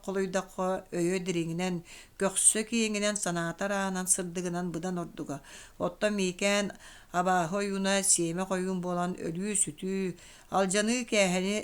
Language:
Yakut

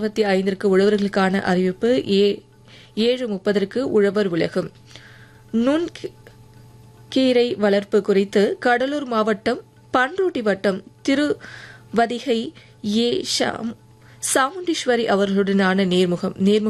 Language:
Tamil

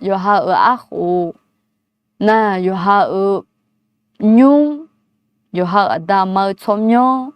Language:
Akha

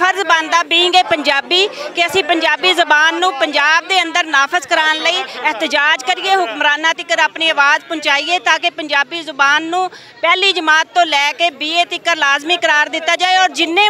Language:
Western Panjabi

